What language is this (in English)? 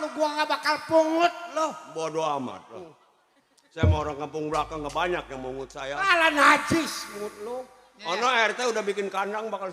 Betawi